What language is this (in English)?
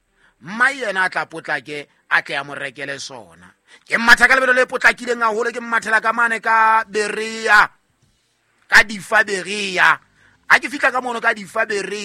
Southern Sotho